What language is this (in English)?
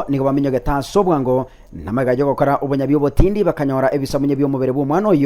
Gusii